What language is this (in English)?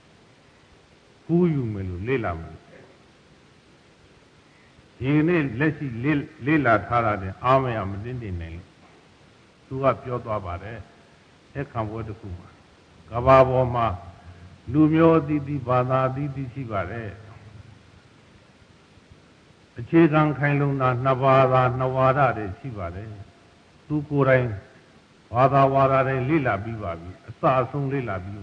Burmese